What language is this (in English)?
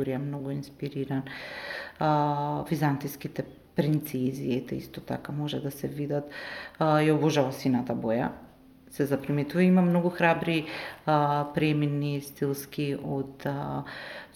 Macedonian